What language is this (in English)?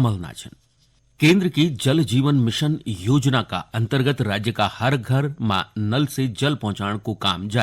Garhwali